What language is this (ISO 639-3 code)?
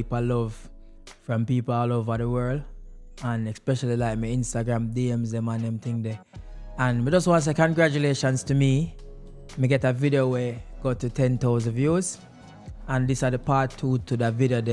jam